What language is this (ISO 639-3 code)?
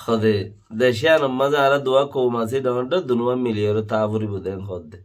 rhg